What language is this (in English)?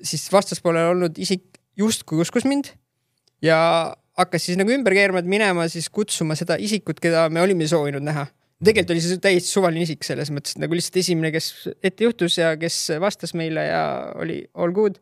Estonian